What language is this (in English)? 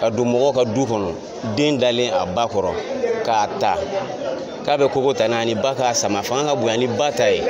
Bambara